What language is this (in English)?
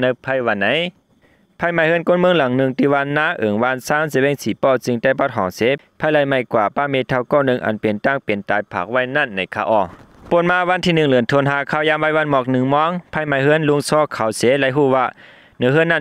Shan